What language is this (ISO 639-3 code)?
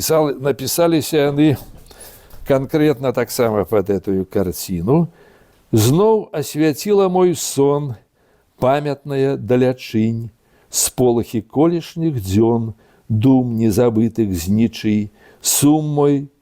bel